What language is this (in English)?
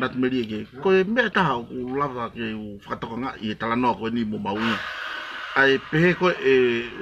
Tongan